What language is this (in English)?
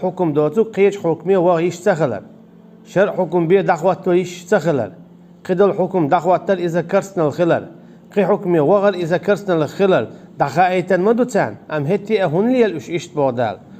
Chechen